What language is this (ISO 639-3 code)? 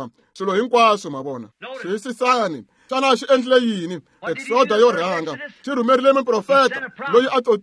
tso